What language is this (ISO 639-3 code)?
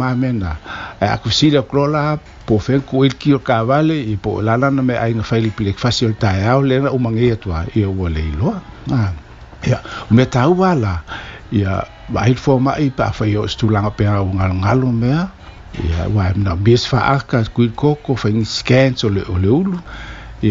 smo